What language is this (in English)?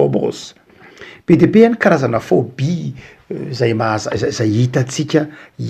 Malagasy